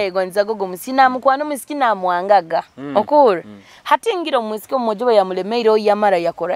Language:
Nyoro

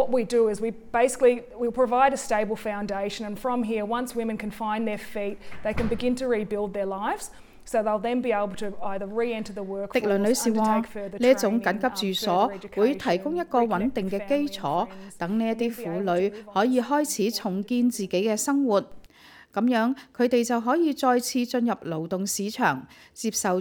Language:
Cantonese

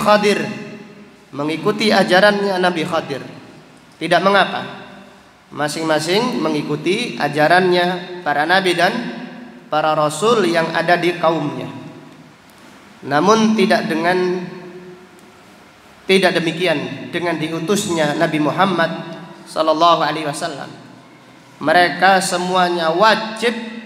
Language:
Indonesian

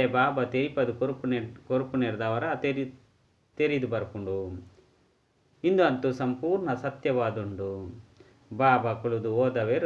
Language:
Tulu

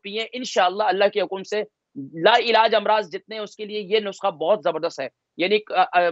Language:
Urdu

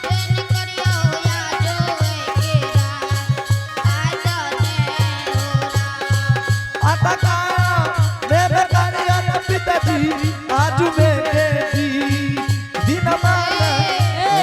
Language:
Angika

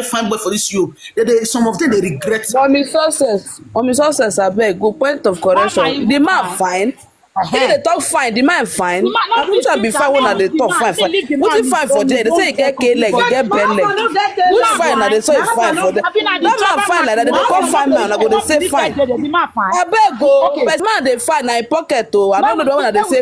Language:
Nigerian Pidgin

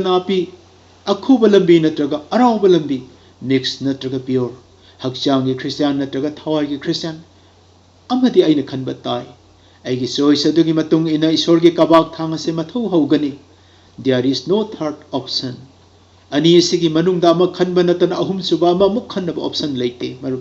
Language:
Manipuri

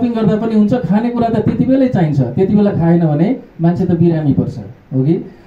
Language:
Nepali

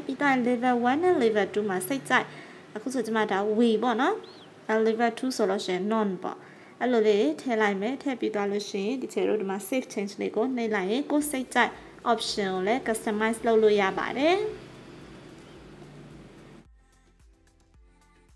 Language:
Burmese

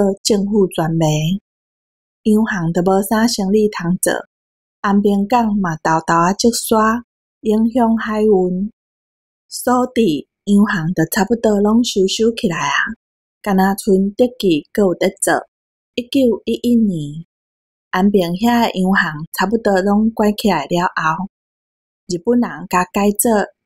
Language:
Min Nan Chinese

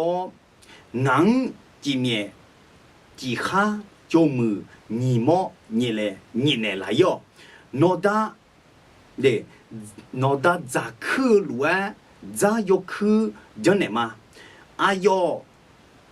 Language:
Akha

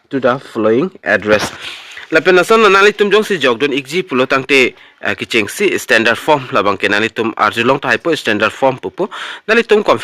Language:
Karbi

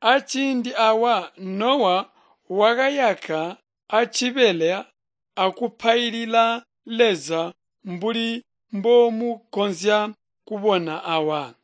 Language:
Tonga (Zambia)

